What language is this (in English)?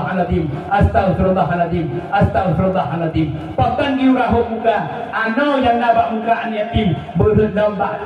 Achinese